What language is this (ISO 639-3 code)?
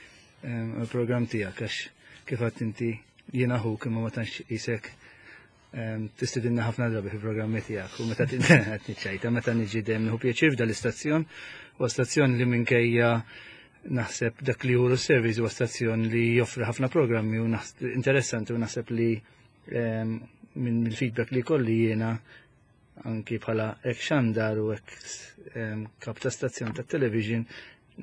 mlt